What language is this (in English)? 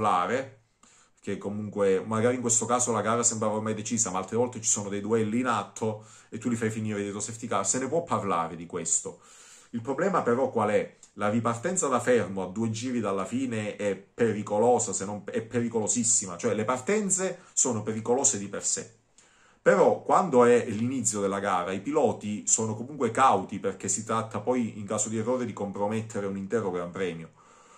Italian